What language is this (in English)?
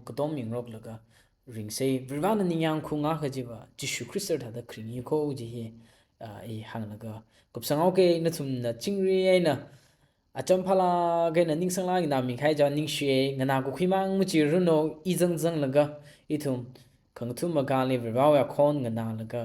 Tangkhul Naga (India)